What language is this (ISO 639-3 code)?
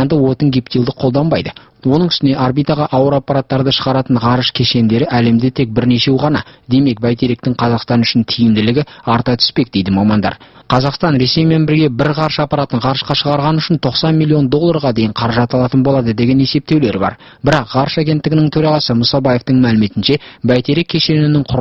kaz